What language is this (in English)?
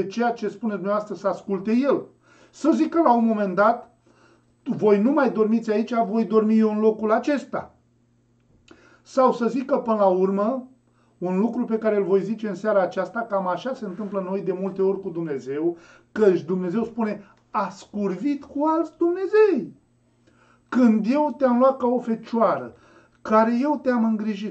Romanian